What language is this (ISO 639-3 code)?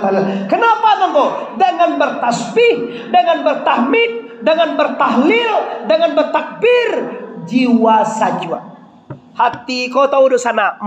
min